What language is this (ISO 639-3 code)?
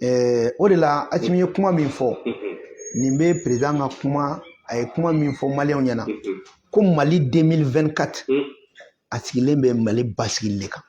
bam